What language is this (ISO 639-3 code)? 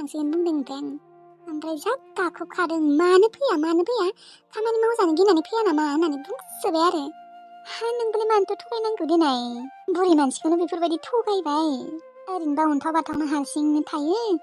brx